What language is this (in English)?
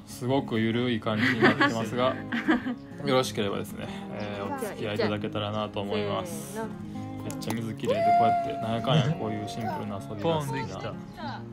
Japanese